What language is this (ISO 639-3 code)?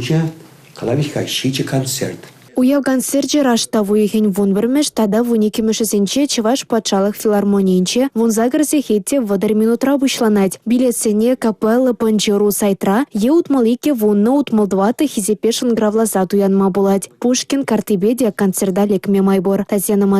chv